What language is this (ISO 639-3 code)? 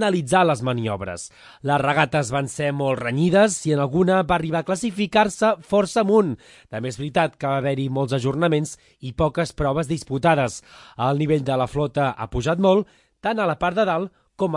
cat